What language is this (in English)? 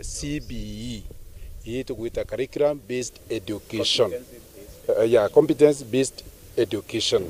Meru